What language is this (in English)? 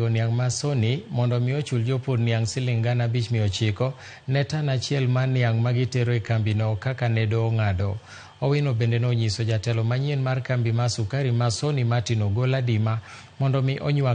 Luo (Kenya and Tanzania)